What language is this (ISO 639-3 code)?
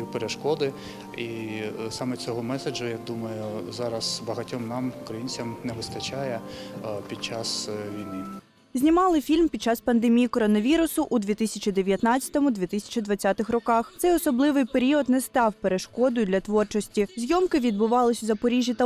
ukr